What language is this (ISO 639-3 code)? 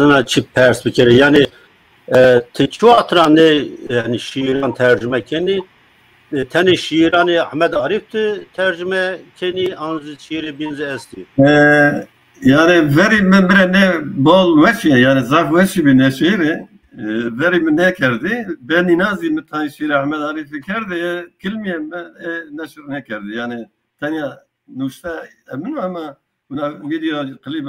zza